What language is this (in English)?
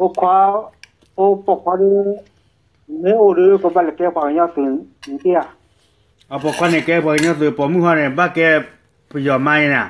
S'gaw Karen